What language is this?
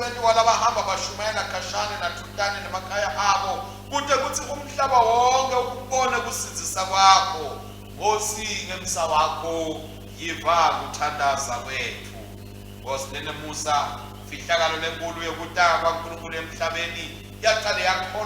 Swati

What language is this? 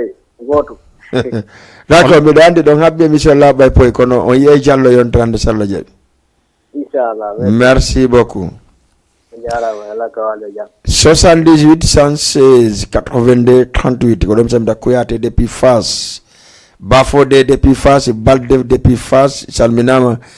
Fula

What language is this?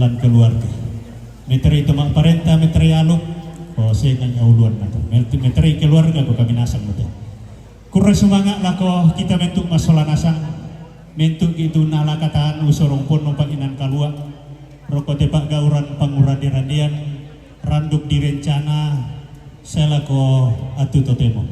Toraja-Sa'dan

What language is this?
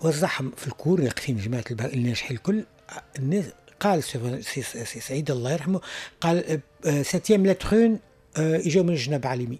Tunisian Arabic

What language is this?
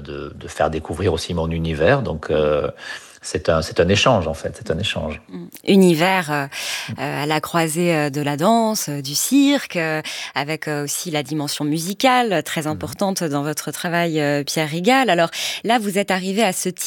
French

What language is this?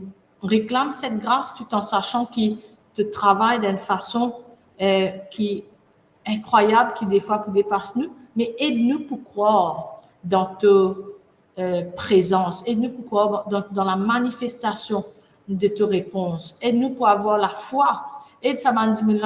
Morisyen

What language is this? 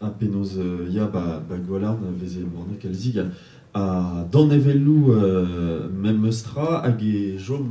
Breton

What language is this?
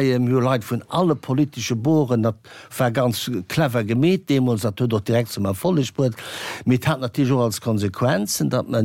Luxembourgish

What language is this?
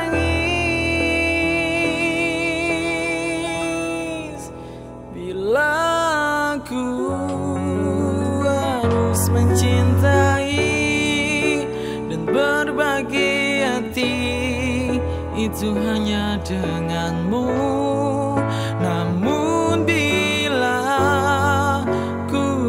Indonesian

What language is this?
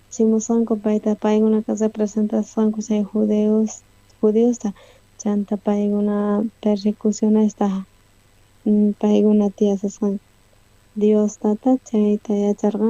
South Bolivian Quechua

